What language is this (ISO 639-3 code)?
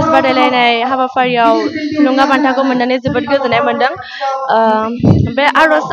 brx